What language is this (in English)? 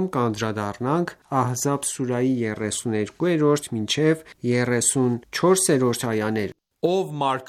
Armenian